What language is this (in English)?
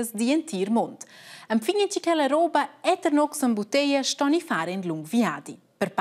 Romansh